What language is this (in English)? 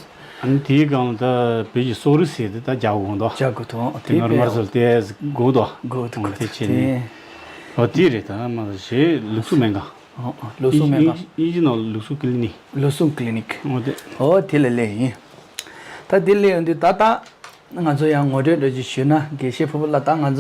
Tibetan